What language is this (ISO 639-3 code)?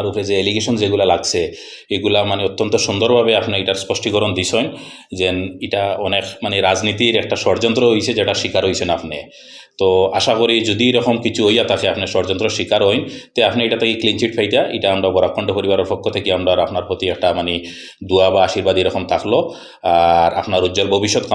syl